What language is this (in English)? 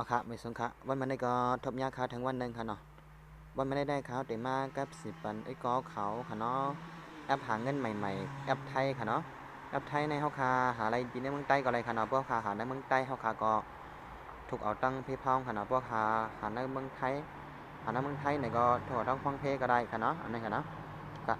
Shan